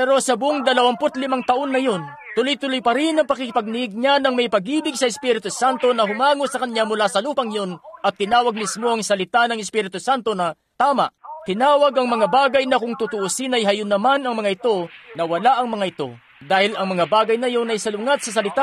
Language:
Filipino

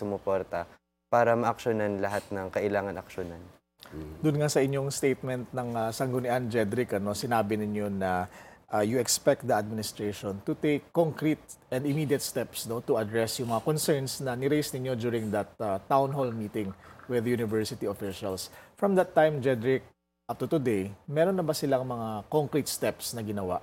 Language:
Filipino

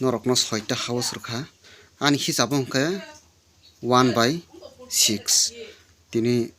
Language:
Kok Borok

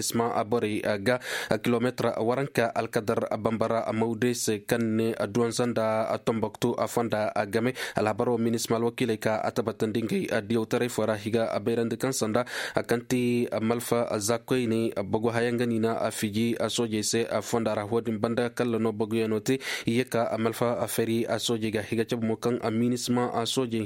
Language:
Koyraboro Senni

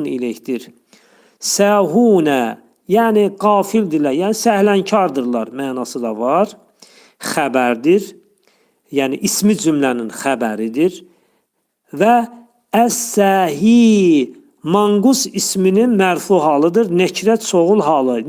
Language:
Azerbaijani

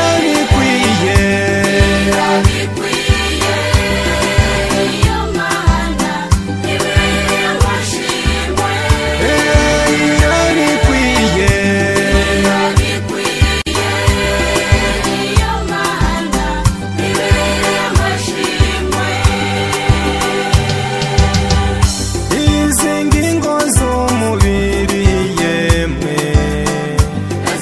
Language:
Kinyarwanda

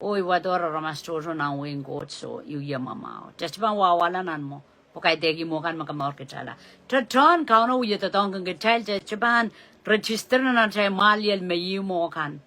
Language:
Pohnpeian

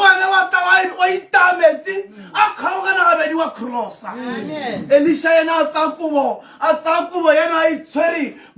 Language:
Tswana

